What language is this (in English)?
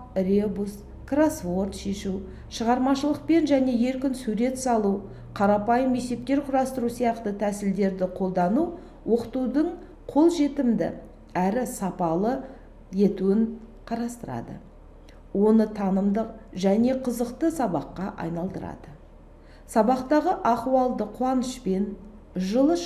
Kazakh